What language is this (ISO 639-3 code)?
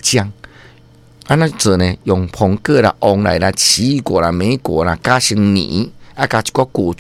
nan